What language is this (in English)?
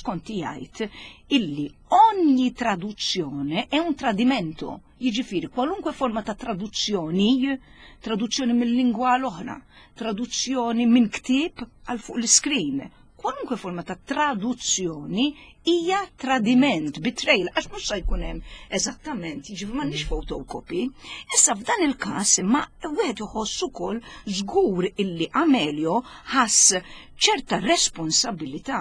Maltese